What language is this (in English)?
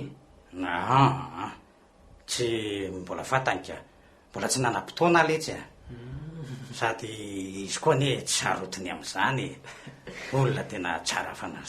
Malagasy